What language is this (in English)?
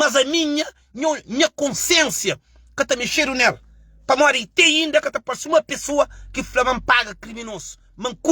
Kabuverdianu